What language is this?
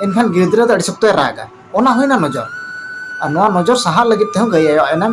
Santali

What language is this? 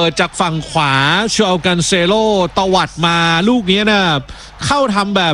Thai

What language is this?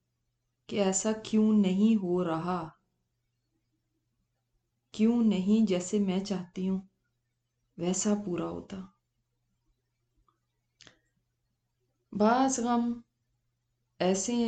Urdu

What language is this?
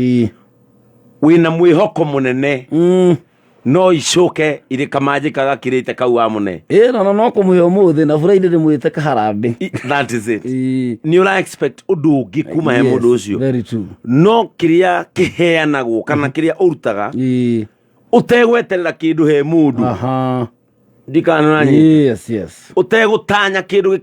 Kikuyu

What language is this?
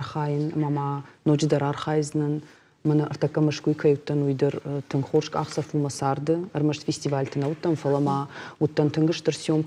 Ossetic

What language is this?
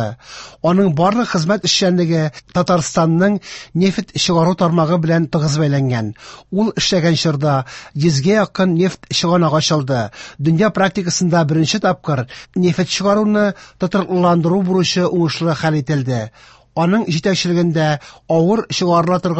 Tatar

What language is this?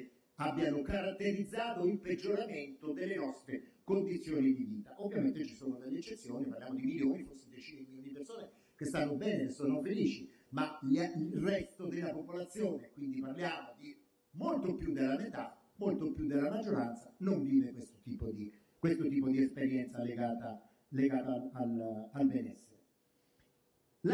Italian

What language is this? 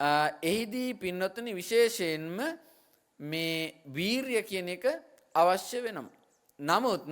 Sinhala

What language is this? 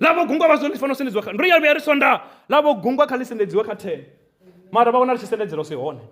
Venda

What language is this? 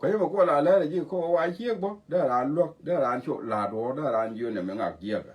Nuer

